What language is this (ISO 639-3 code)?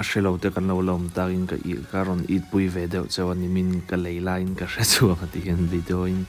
lus